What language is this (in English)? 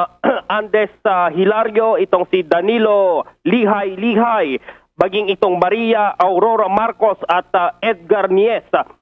Hiligaynon